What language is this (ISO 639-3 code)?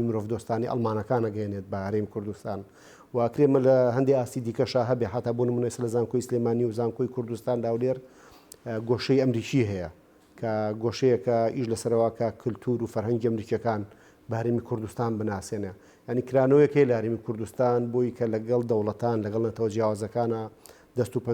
ckb